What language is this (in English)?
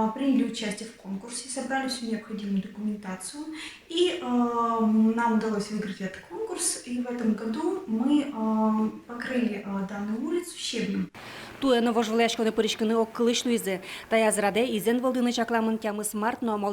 Udmurt